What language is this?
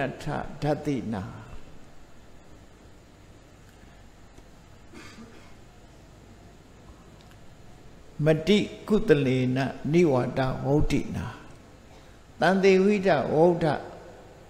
Burmese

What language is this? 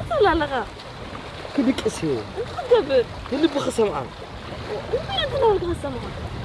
Tigrinya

